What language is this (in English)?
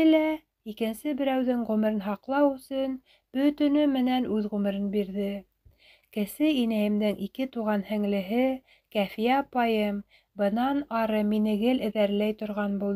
Bashkir